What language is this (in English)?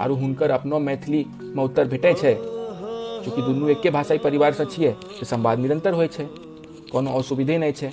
Maithili